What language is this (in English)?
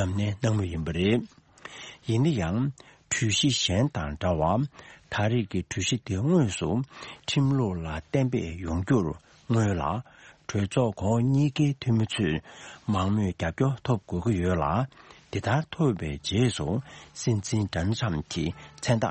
Tibetan